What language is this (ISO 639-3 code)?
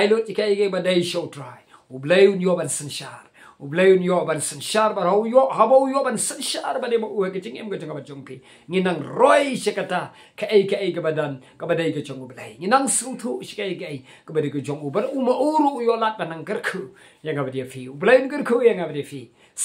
kha